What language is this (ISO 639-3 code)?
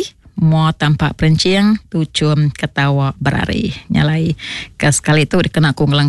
iba